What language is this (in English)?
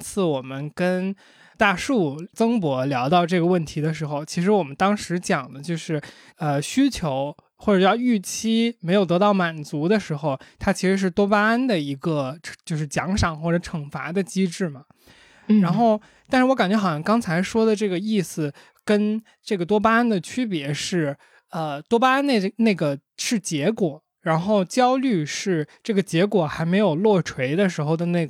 Chinese